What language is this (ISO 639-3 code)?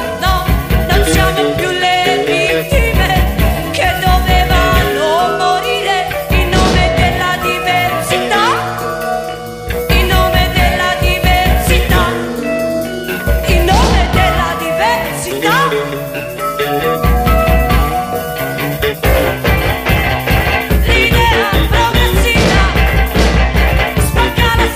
ita